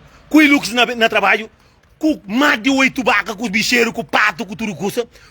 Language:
Kabuverdianu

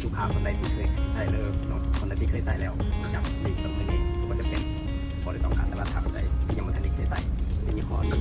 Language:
Lao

